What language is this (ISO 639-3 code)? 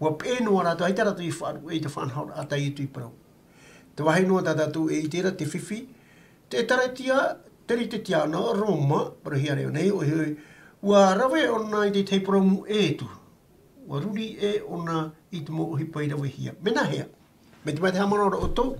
tah